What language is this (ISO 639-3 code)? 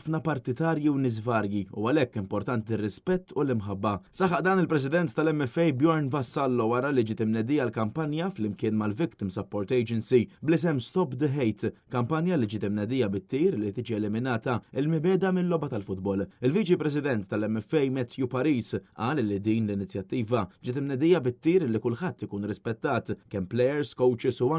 mlt